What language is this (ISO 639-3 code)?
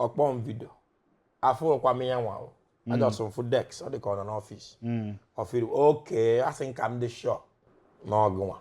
ibo